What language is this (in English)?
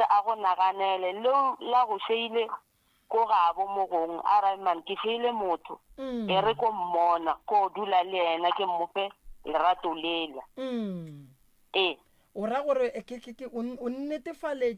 Northern Sotho